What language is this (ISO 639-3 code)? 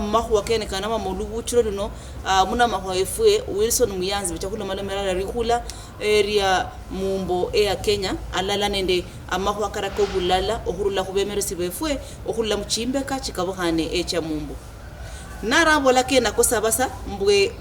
luy